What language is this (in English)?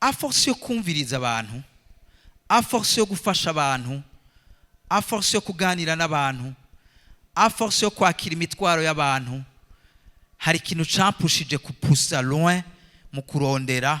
Rundi